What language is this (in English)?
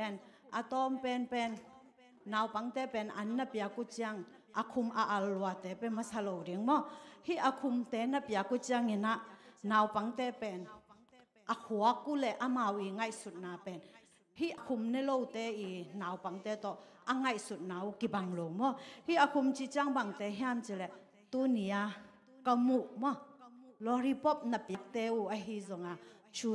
Tedim Chin